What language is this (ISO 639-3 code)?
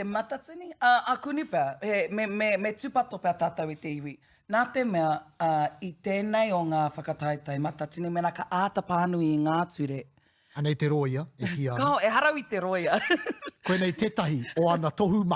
mri